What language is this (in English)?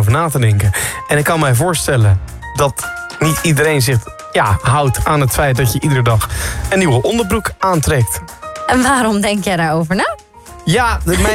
Dutch